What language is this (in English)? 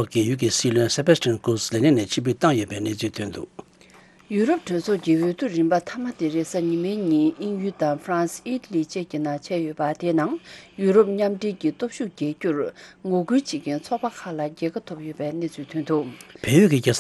Tibetan